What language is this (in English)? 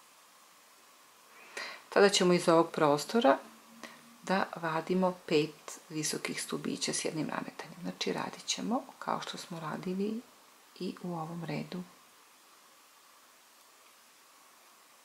Serbian